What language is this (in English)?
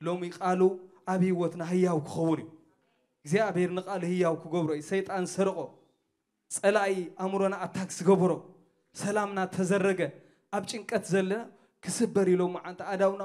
Tigrinya